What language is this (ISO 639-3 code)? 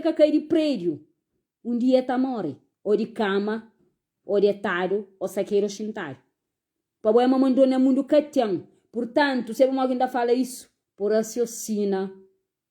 kea